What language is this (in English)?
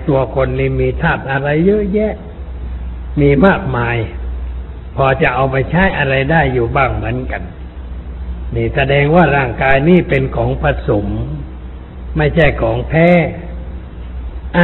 Thai